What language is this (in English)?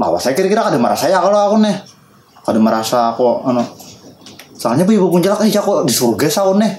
Banjar